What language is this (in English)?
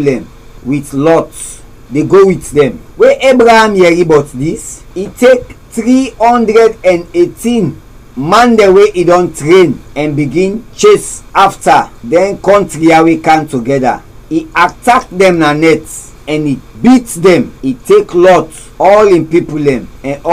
Krio